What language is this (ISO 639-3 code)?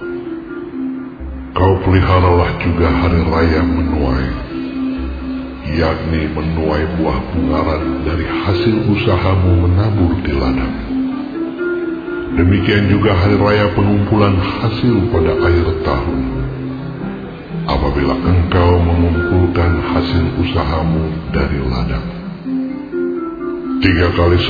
ind